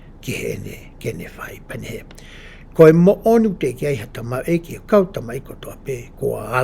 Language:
Tongan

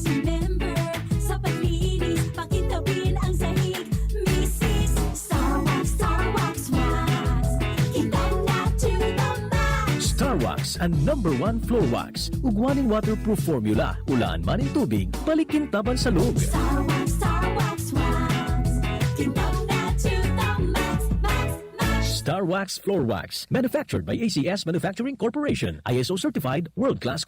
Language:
Bikol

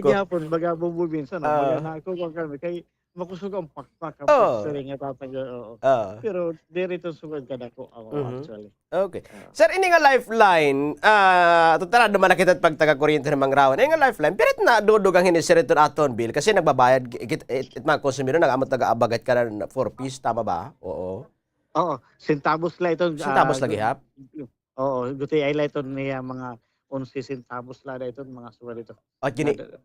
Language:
Waray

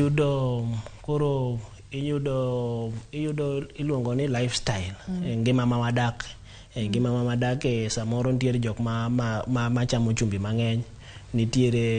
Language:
Luo (Kenya and Tanzania)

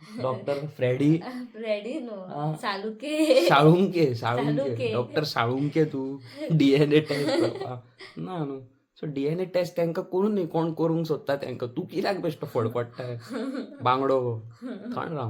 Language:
Konkani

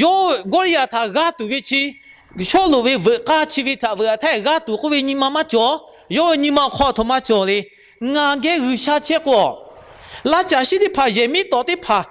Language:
Lahu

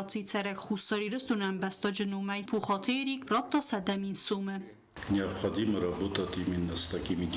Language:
Ossetic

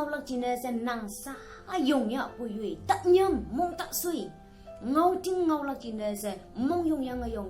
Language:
Konyak Naga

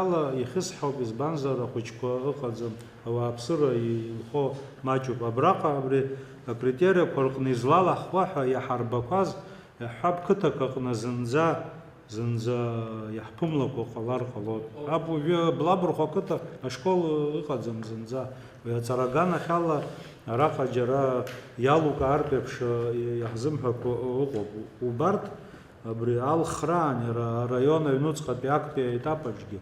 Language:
Abkhazian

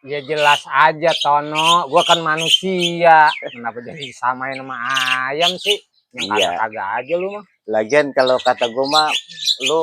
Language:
Betawi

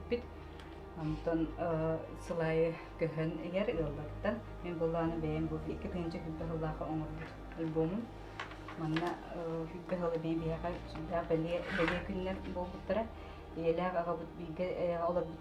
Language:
Yakut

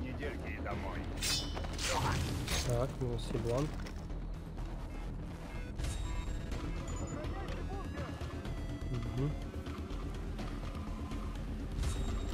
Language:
Russian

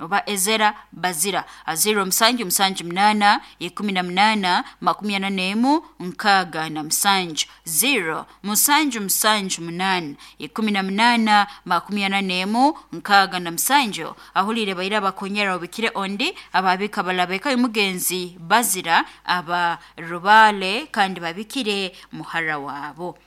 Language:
Nyoro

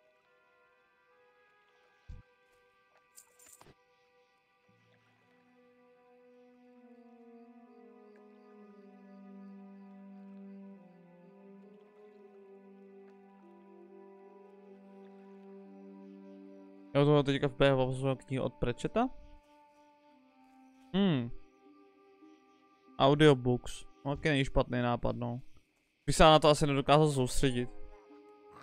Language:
Czech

